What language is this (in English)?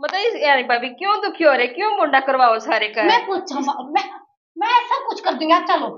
Haryanvi